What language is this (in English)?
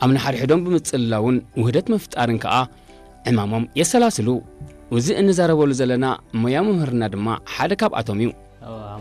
Tigrinya